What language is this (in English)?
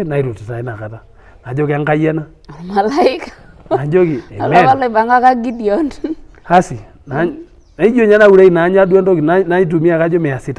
Masai